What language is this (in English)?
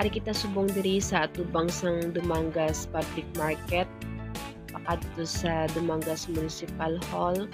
Hiligaynon